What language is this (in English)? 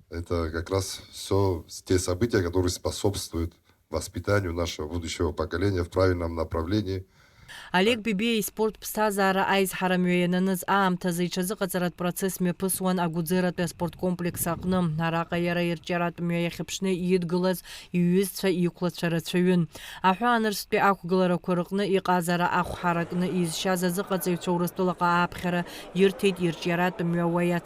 Abkhazian